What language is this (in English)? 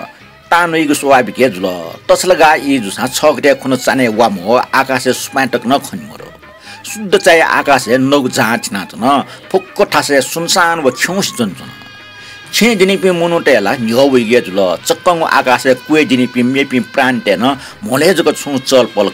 Newari